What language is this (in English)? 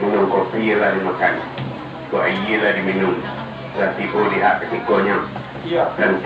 Minangkabau